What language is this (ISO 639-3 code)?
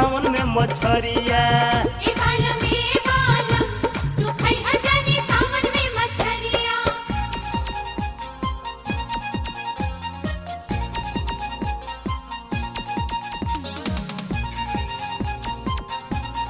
bho